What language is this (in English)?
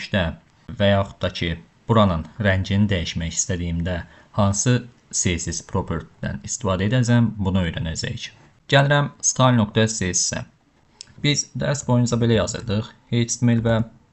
Azerbaijani